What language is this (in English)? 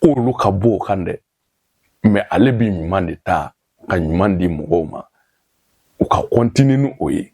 Bambara